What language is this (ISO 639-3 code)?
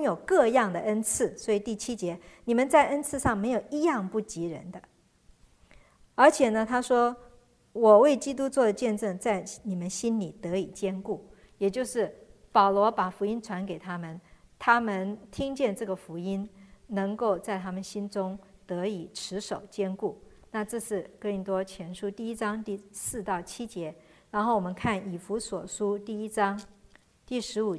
zho